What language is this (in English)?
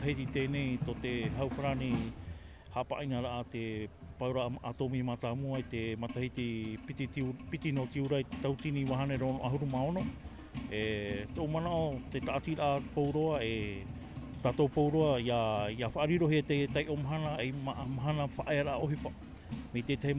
Tahitian